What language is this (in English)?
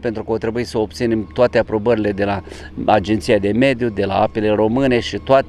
Romanian